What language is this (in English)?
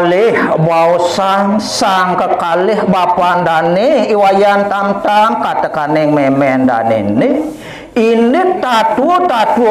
Balinese